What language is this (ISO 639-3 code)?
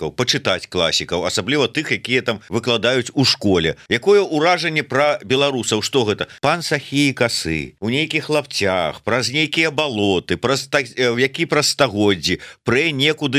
bel